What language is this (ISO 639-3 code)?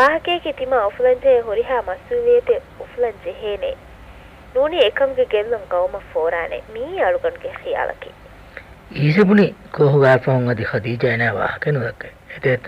div